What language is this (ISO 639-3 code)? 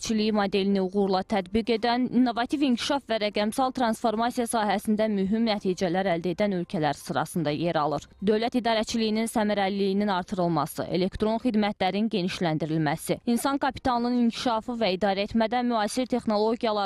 aze